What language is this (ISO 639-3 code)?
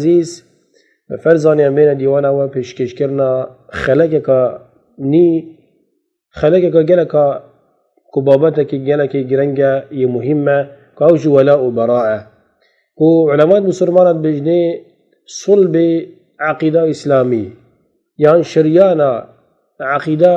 kur